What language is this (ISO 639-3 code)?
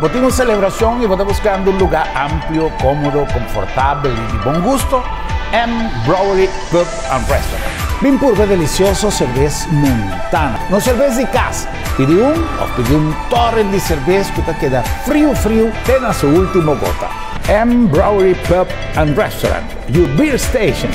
pap